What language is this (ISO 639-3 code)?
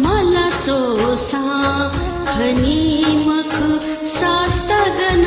new